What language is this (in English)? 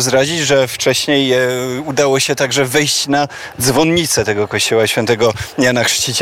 Polish